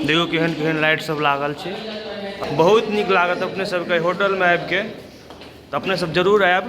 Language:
Maithili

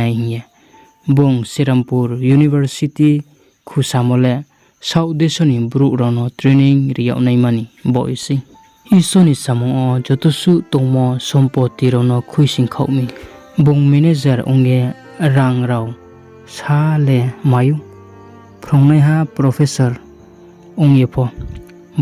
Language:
Riang (India)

